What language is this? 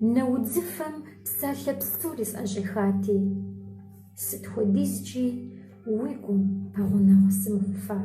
Kabardian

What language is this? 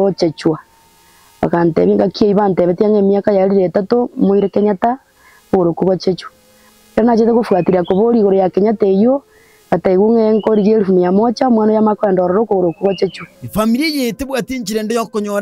Gusii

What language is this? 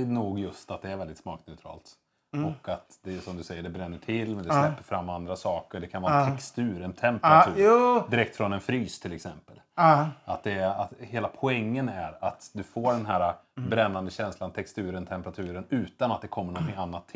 Swedish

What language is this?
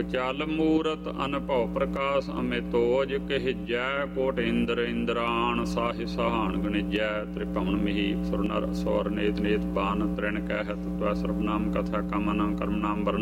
Punjabi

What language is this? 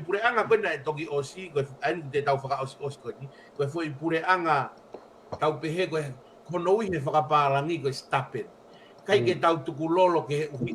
Tongan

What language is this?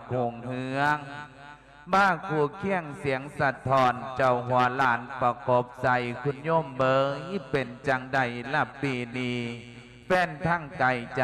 Lao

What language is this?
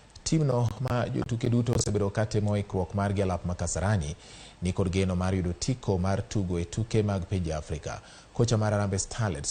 Luo (Kenya and Tanzania)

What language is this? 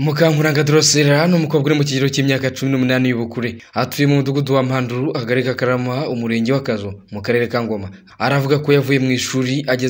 Kinyarwanda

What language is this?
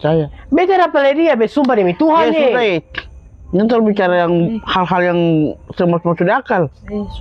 Ambonese Malay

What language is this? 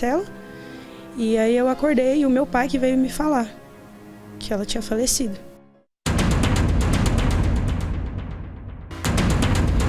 Portuguese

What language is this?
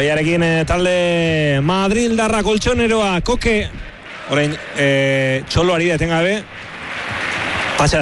Basque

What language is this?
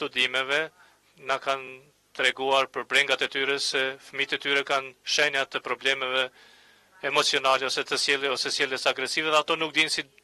Albanian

